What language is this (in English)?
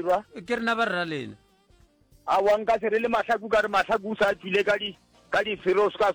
Northern Sotho